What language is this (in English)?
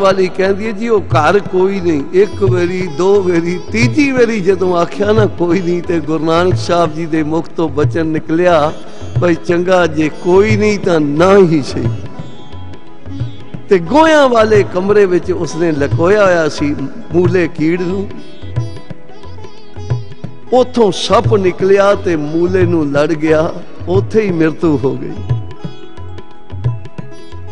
Punjabi